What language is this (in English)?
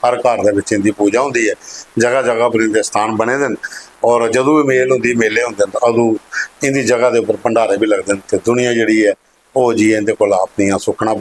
Dogri